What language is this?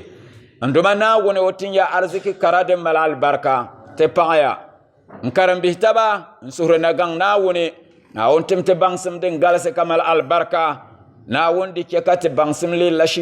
Dagbani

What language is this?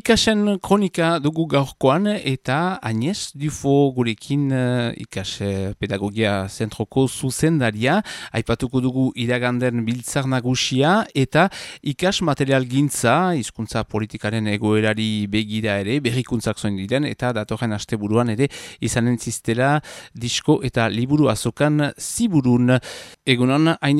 Basque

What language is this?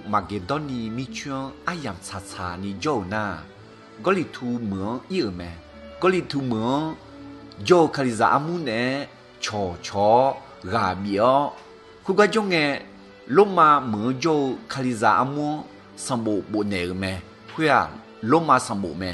Akha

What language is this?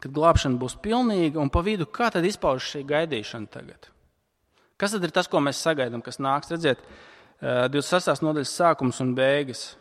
Latvian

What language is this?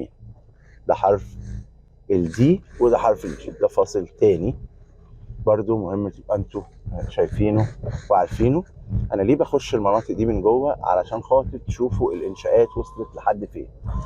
Egyptian Arabic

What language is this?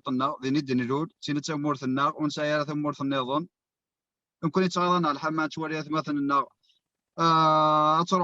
Kabyle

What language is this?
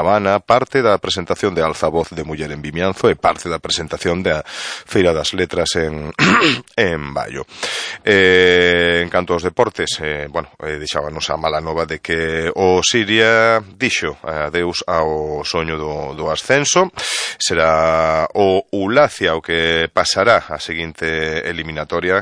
Galician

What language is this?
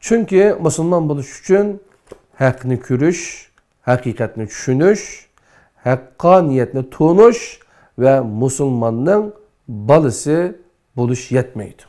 Uyghur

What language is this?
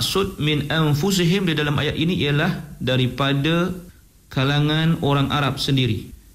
Malay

